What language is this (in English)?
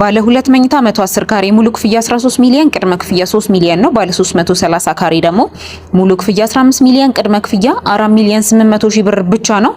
Amharic